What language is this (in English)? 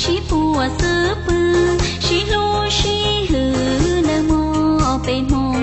Hmong